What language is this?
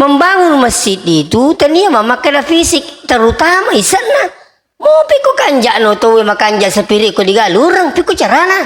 Buginese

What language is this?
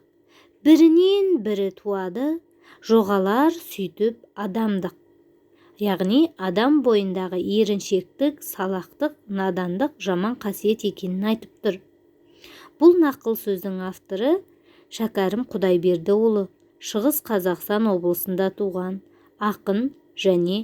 Kazakh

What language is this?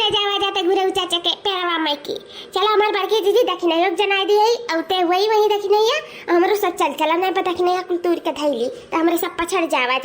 Awadhi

